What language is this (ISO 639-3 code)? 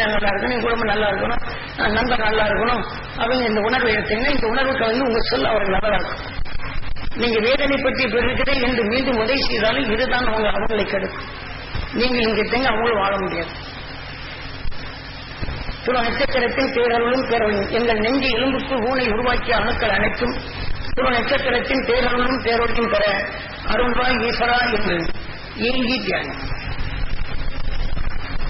tam